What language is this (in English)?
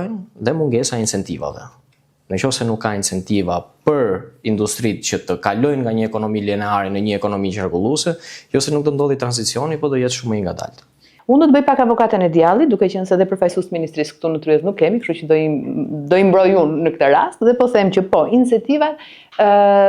Albanian